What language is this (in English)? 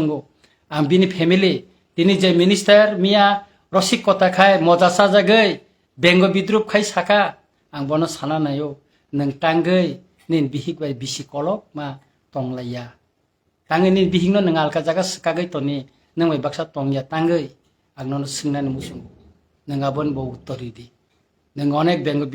Kok Borok